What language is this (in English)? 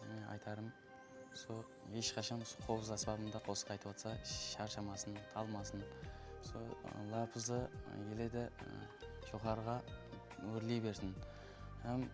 Kara-Kalpak